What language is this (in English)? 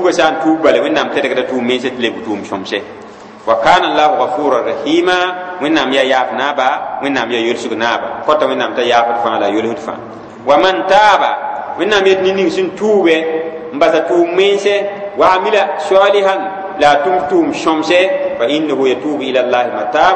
Mossi